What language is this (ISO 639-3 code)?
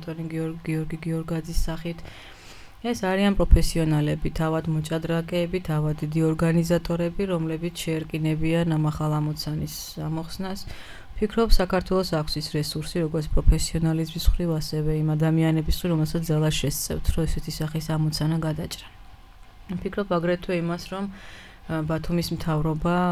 kat